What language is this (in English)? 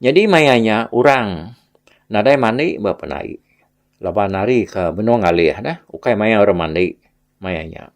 Iban